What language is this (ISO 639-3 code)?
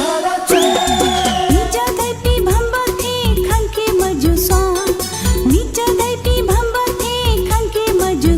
new